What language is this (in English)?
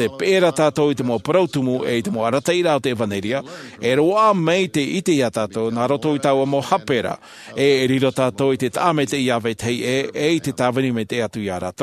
Tahitian